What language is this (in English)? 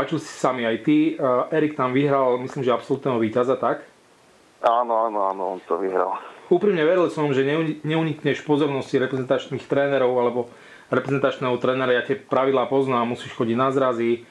Slovak